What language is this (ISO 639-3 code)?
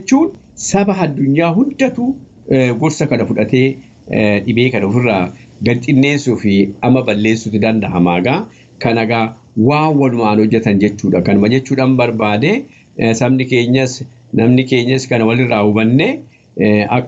orm